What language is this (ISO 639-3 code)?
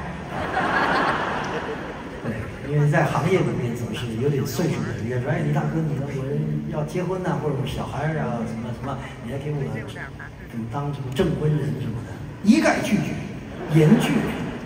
zho